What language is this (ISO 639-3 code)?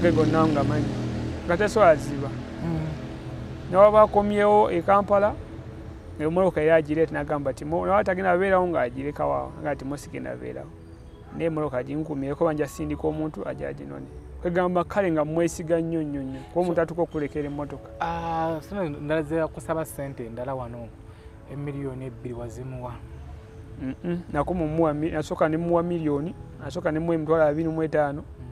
lug